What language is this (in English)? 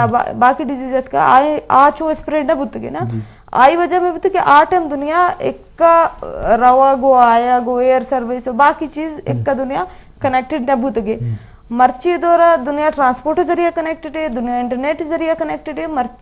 Eastern Balochi